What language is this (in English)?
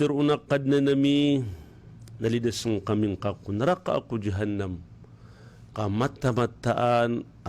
Maranao